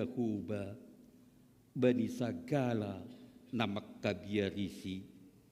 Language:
Batak Simalungun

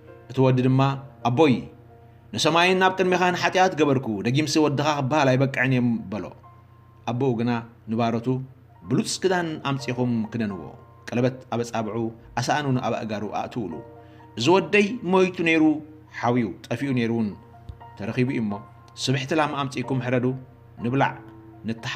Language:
Tigrinya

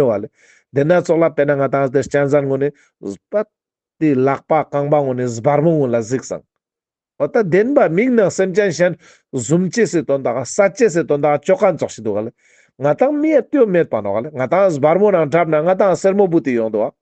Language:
Ladakhi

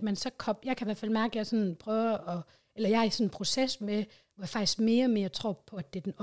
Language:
Danish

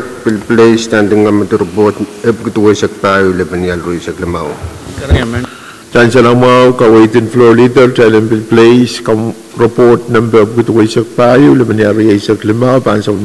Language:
Pohnpeian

